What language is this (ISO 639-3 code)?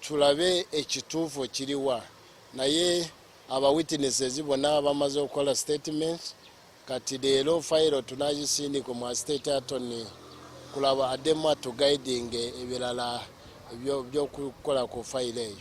lug